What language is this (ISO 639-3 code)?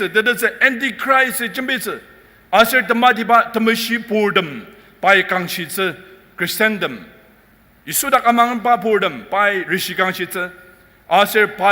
njo